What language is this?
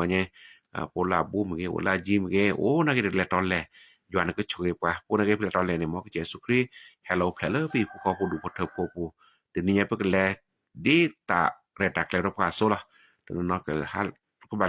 S'gaw Karen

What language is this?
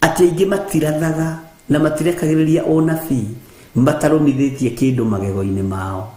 Kikuyu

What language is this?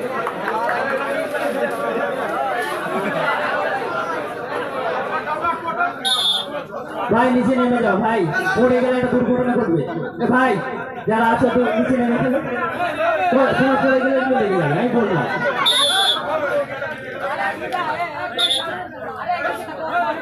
Bangla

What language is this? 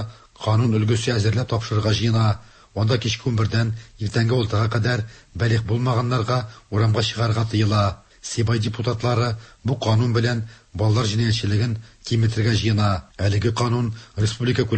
Tatar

